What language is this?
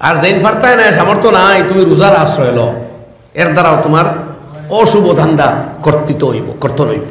Sylheti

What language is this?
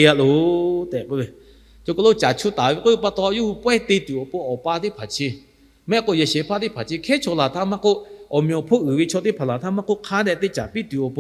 Lahu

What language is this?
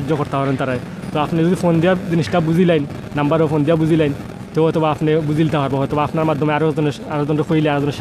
Sylheti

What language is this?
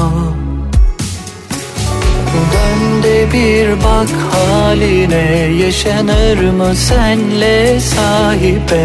Turkish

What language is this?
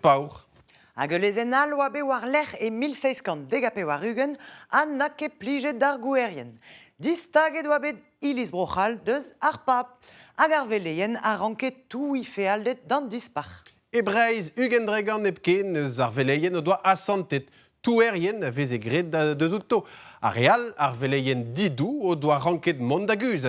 Breton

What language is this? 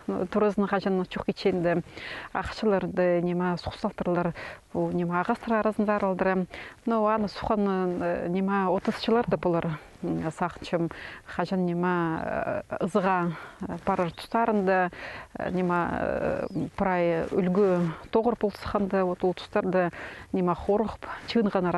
Khakas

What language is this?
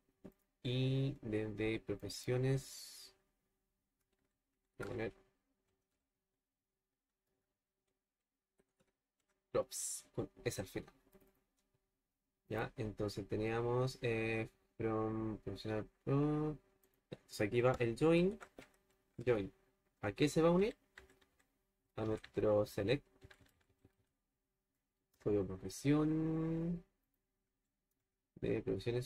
Spanish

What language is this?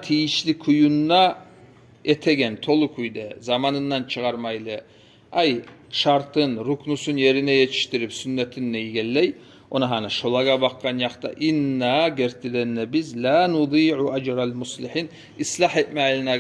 Kumyk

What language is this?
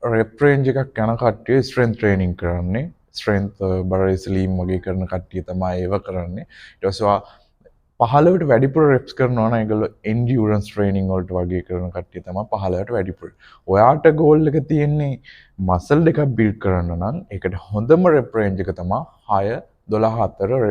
Sinhala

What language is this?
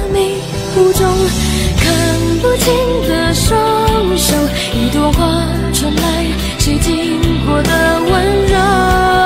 Chinese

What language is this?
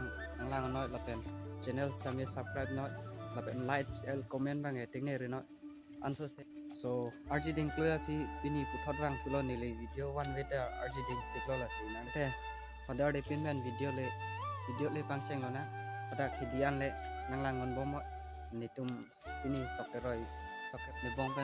Karbi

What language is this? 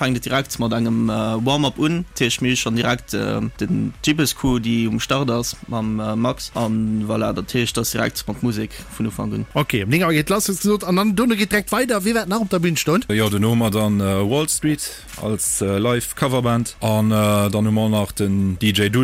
Luxembourgish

